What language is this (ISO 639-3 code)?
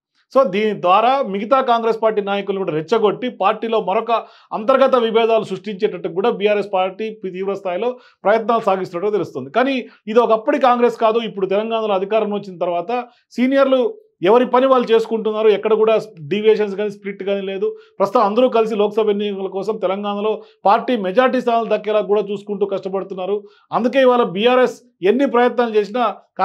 tel